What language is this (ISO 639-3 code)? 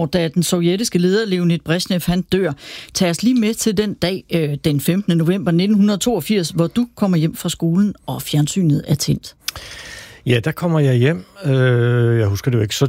dan